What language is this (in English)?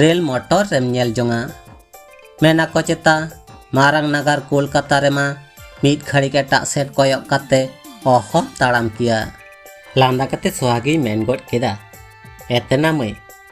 Santali